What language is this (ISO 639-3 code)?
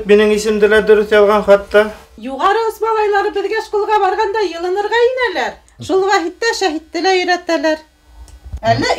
bak